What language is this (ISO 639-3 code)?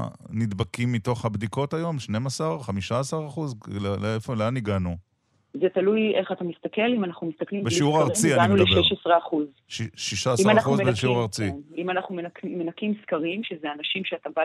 heb